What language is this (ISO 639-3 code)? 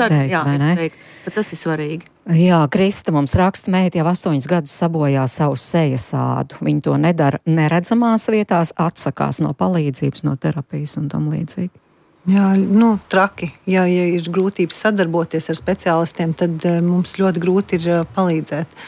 lav